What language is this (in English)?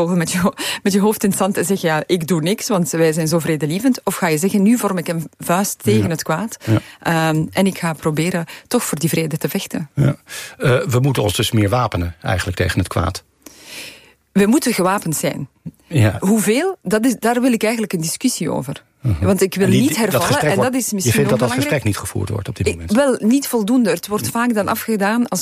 Dutch